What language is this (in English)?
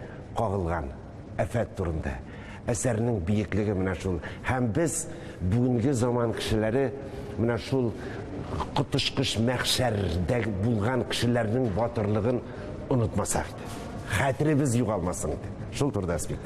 Tatar